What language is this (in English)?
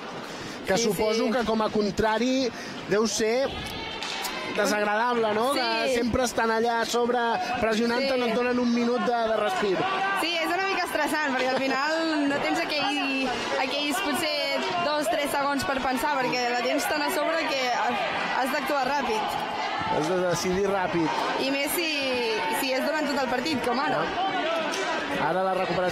Catalan